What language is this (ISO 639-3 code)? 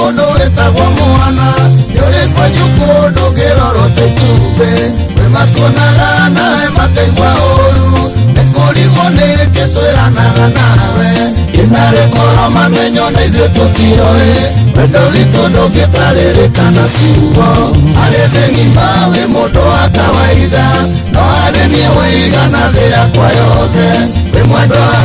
kik